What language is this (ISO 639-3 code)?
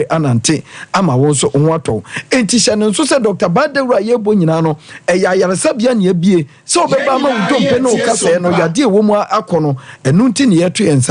aka